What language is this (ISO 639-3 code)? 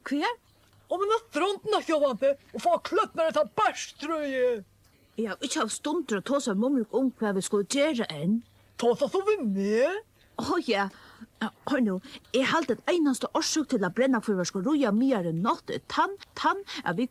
fao